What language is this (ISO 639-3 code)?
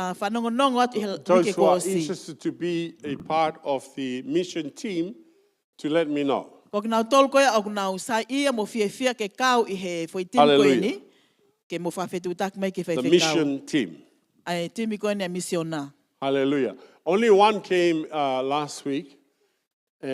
ton